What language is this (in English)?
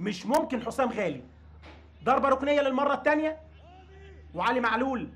Egyptian Arabic